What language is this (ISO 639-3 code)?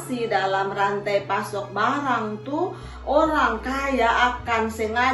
mkn